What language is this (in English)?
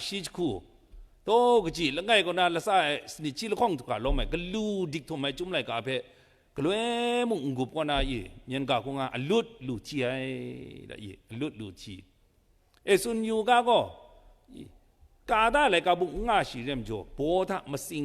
Kachin